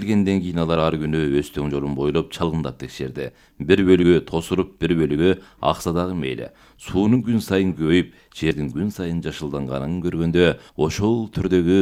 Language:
Kyrgyz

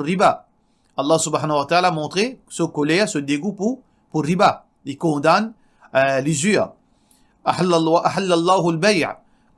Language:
Morisyen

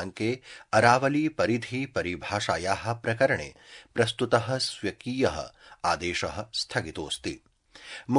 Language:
Sanskrit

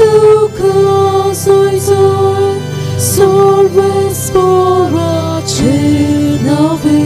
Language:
Konkani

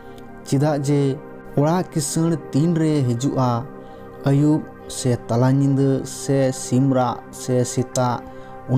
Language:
Santali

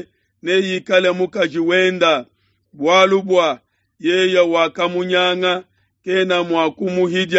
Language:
Luba-Lulua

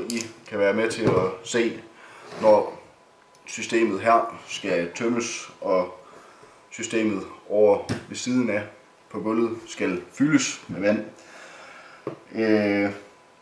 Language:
Danish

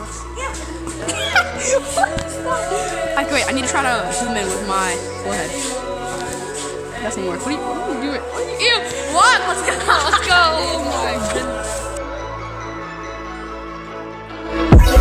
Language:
English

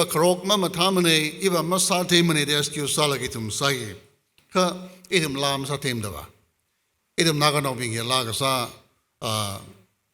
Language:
Tangkhul Naga (India)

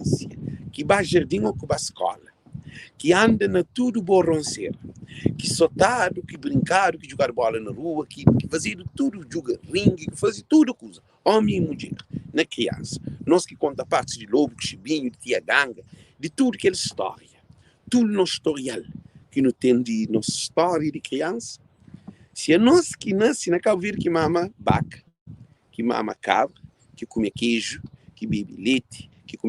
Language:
Kabuverdianu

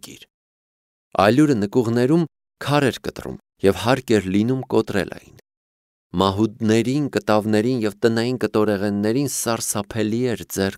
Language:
Armenian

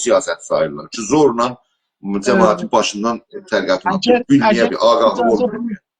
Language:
South Azerbaijani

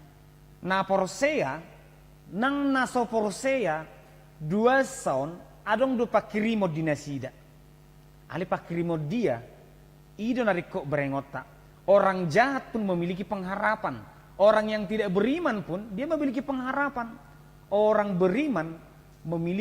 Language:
Batak Toba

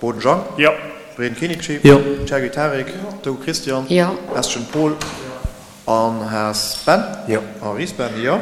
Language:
Luxembourgish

